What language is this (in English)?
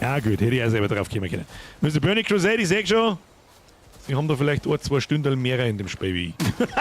Bavarian